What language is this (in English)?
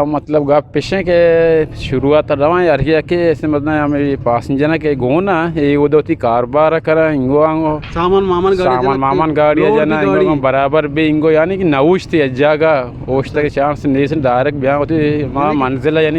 Eastern Balochi